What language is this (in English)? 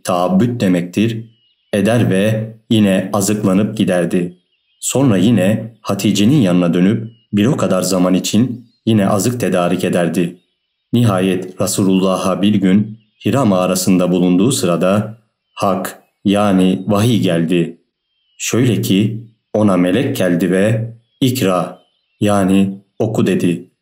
Turkish